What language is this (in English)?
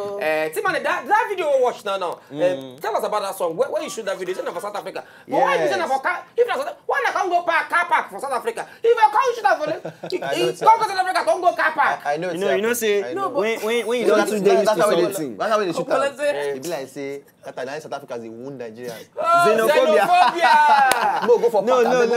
Nigerian Pidgin